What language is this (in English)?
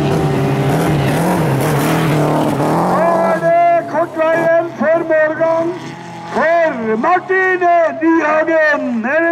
Norwegian